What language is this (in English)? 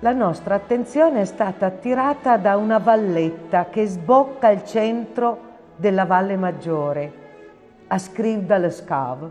Piedmontese